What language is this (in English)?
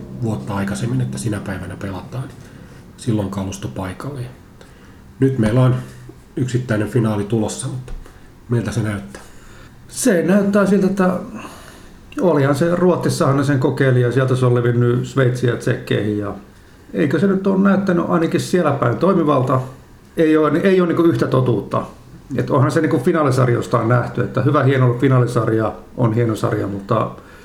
Finnish